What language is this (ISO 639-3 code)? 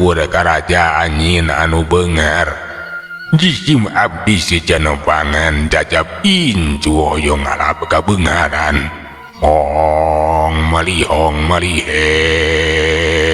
sun